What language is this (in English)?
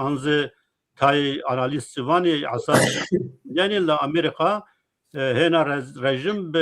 Zaza